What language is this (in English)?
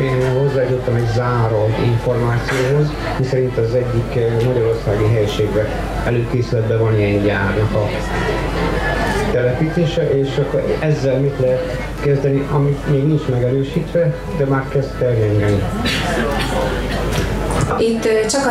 Hungarian